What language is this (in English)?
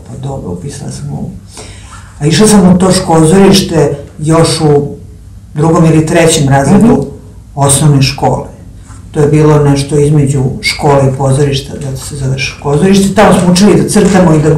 Serbian